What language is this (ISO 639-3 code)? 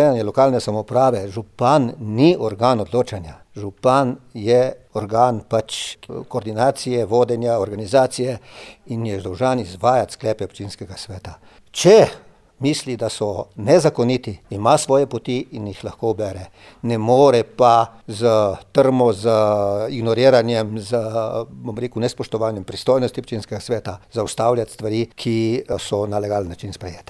slv